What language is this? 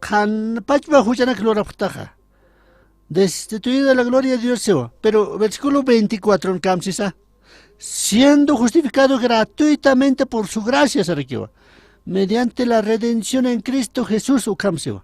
Aymara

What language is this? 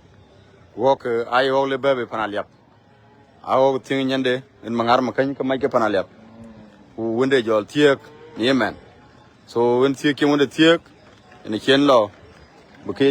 Dinka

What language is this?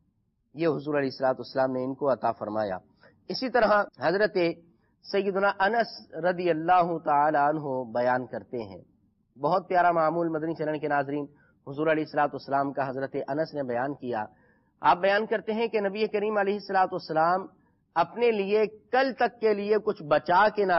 Urdu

